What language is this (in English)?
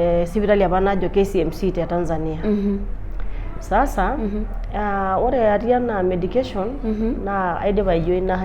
Masai